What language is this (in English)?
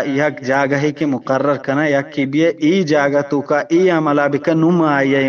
Eastern Balochi